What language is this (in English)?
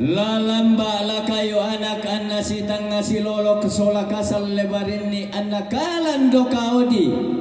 Toraja-Sa'dan